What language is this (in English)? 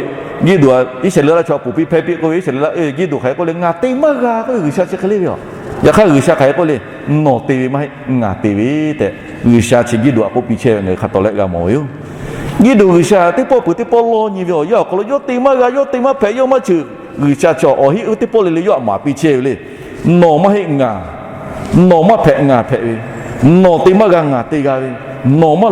Lahu